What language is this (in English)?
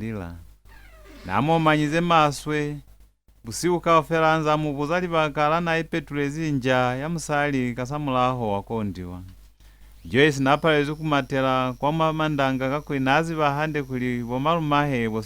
Lozi